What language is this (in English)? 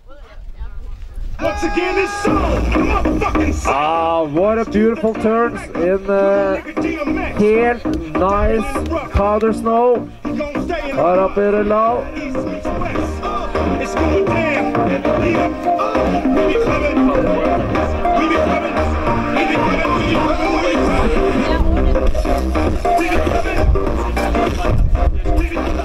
Norwegian